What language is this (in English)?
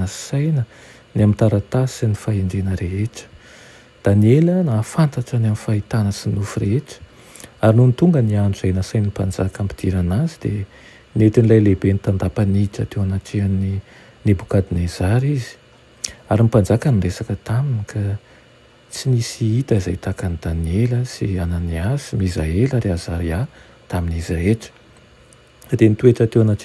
Malagasy